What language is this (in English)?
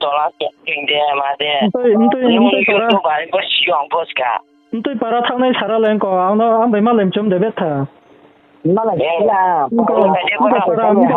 Riang (India)